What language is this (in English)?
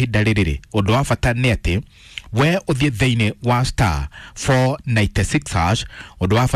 Kikuyu